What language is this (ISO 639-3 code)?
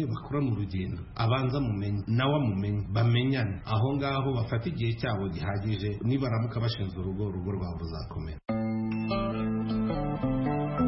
kin